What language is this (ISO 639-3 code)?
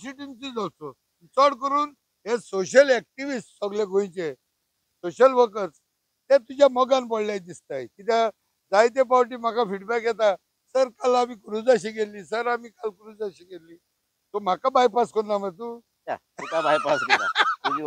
kok